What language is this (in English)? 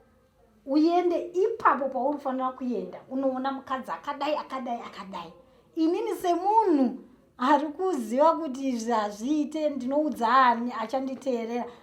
Shona